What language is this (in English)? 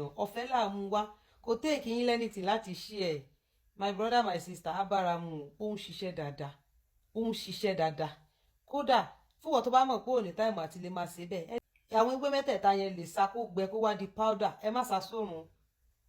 Yoruba